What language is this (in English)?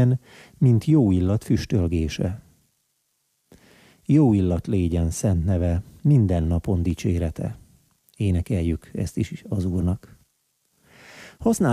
Hungarian